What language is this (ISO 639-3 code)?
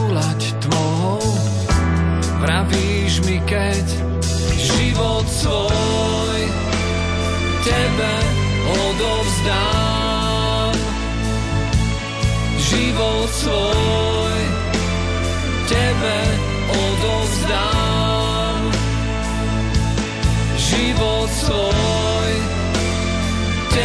slk